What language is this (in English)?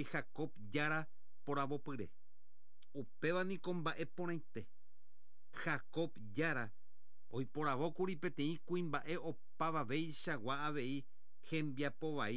Guarani